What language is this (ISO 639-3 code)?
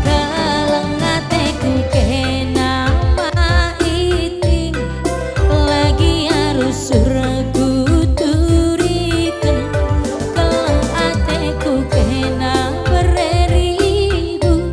btx